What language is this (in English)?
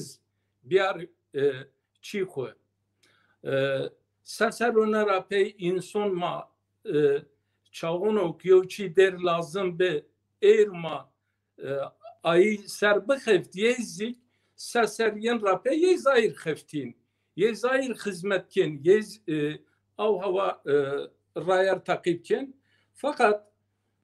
Zaza